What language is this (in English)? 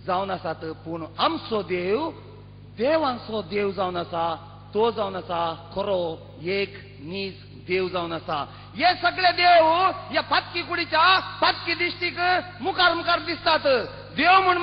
Konkani